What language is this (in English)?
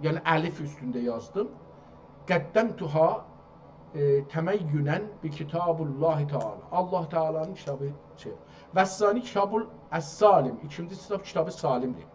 South Azerbaijani